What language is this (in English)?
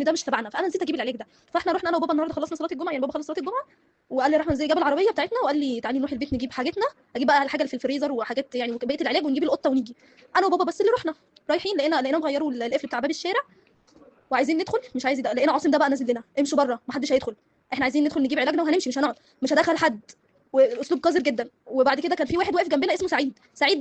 Egyptian Arabic